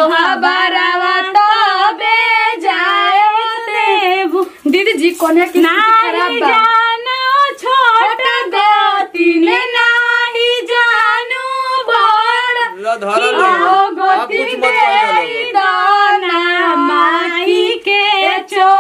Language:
Bhojpuri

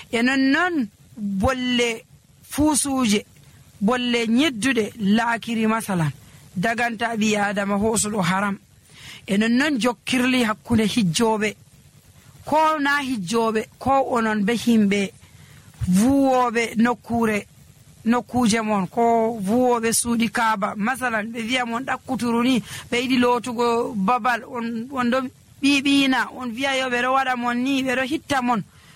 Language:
Nigerian Fulfulde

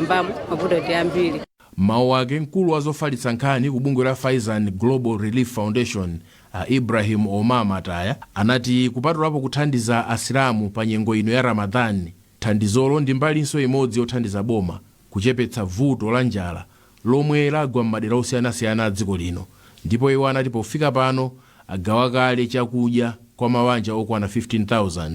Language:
Nyanja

